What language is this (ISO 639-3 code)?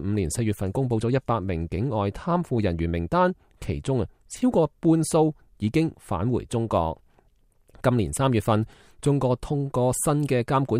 yue